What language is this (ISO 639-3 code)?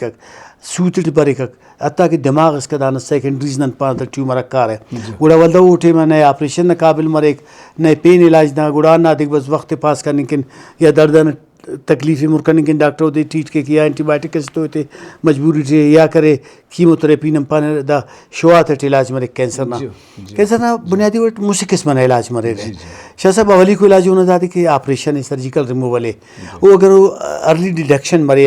brh